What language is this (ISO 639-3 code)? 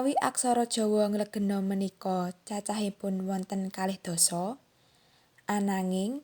jav